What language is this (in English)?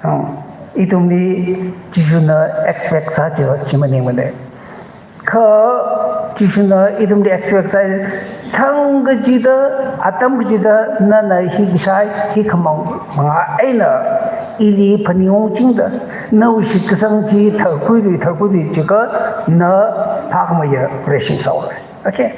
Tangkhul Naga (India)